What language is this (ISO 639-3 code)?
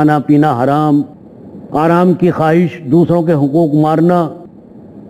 urd